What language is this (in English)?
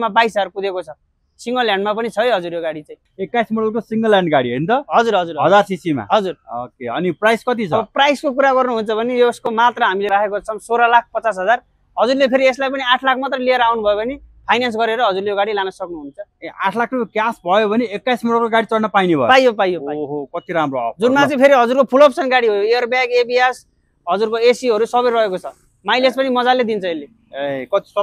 Nepali